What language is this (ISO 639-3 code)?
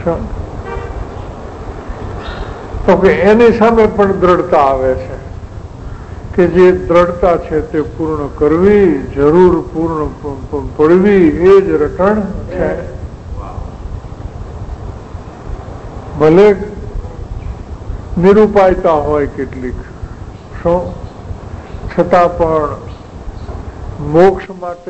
guj